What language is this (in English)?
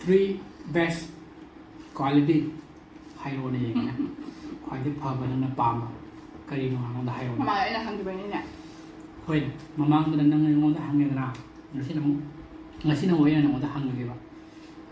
Manipuri